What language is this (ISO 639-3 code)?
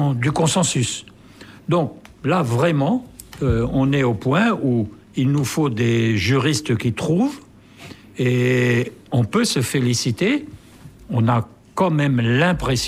fra